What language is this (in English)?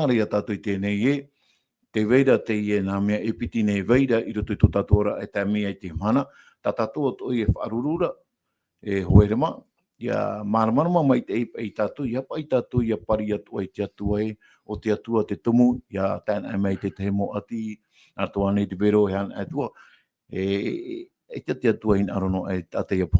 Tahitian